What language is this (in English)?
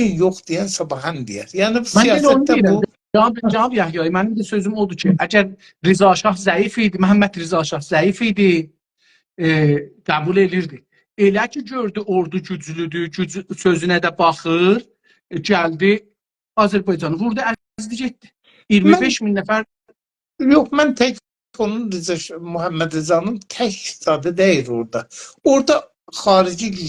South Azerbaijani